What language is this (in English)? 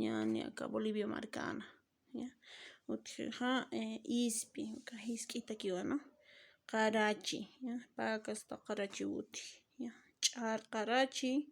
Aymara